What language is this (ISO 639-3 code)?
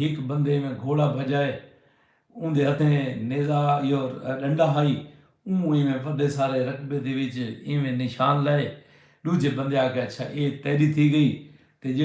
skr